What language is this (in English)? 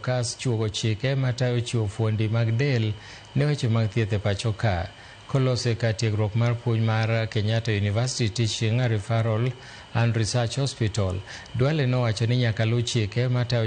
Luo (Kenya and Tanzania)